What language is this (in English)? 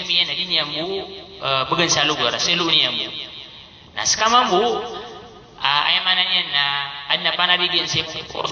Maranao